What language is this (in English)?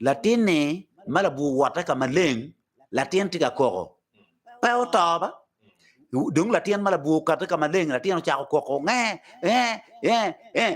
Acoli